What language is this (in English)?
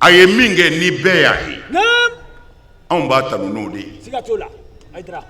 Bambara